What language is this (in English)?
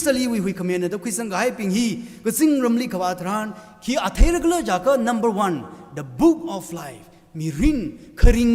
Tangkhul Naga (India)